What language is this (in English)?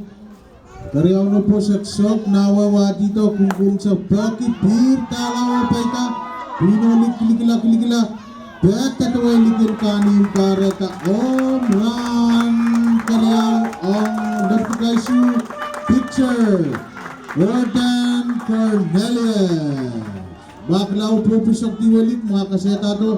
Pohnpeian